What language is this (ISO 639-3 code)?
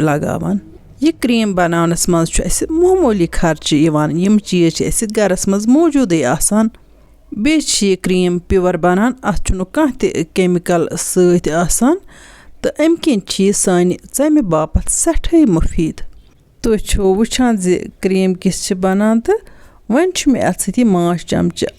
kas